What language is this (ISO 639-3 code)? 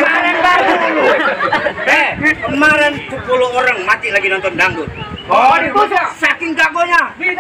bew